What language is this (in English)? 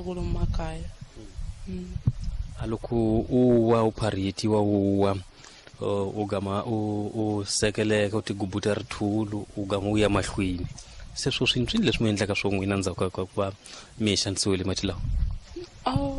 Tsonga